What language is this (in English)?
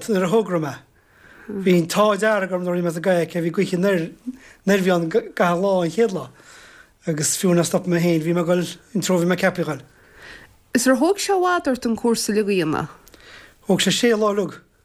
Irish